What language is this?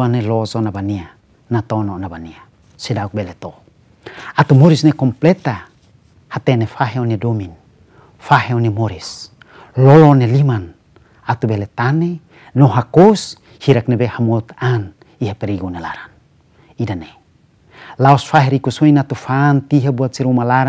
Tetum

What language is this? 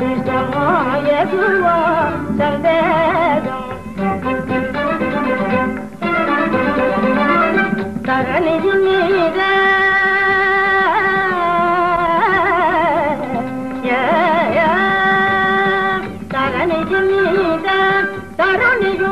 Tamil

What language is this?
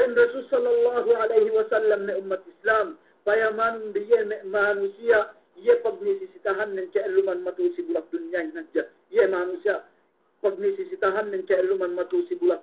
Yakan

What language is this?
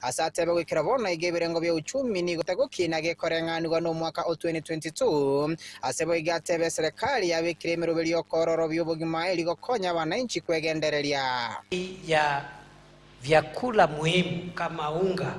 Gusii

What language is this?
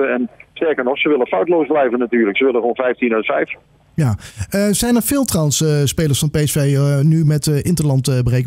Dutch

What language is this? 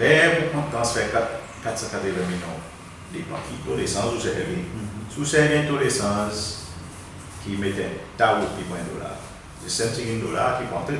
Seselwa Creole French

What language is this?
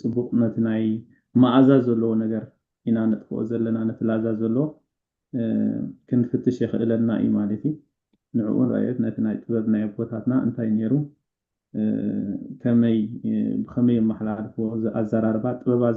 Tigrinya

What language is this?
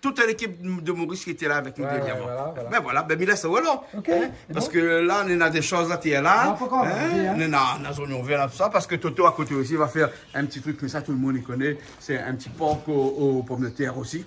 Réunion Creole French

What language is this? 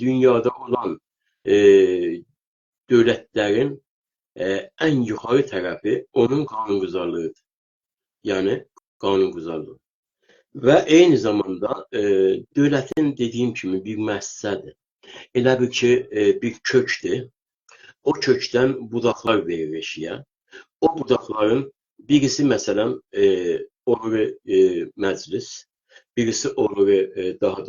South Azerbaijani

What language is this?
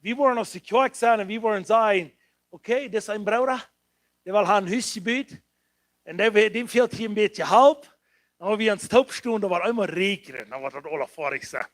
Plautdietsch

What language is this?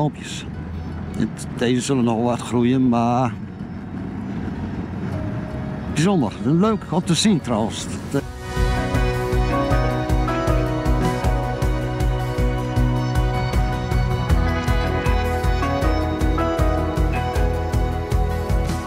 Dutch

